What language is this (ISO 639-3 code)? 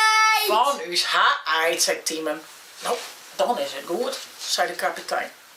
fry